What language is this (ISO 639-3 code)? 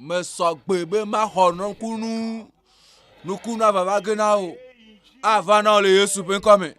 ewe